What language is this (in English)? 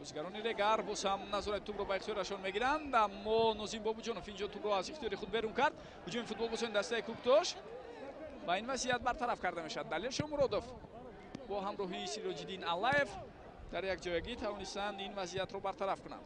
Tajik